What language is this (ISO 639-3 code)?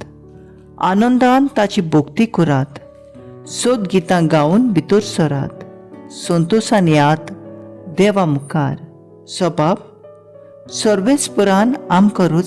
kok